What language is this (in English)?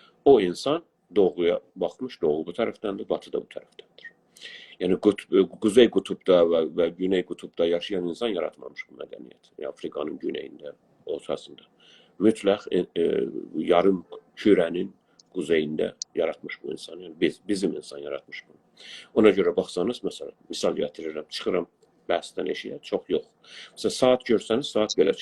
South Azerbaijani